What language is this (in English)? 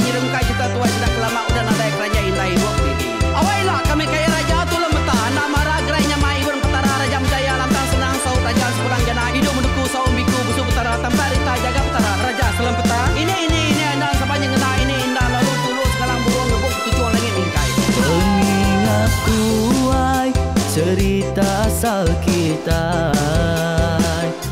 Iban